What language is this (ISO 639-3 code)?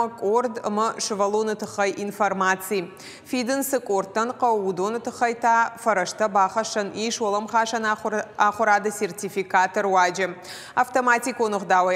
oss